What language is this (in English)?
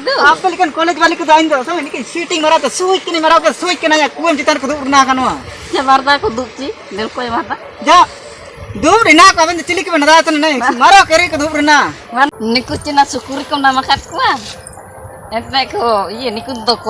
Ho